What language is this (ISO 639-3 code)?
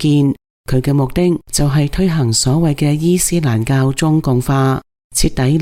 yue